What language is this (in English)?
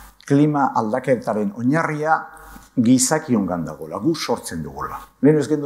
Basque